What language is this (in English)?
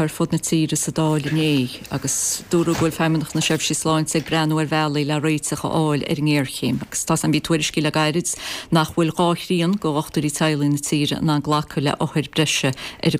Irish